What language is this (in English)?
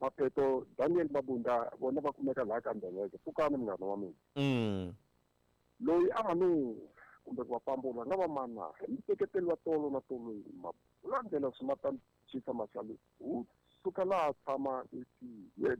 Tsonga